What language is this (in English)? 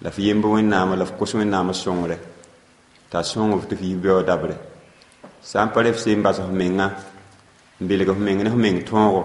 Mossi